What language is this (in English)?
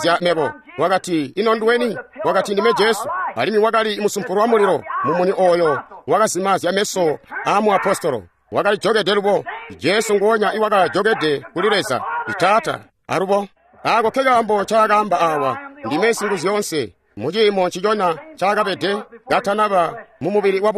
Tonga (Zambia)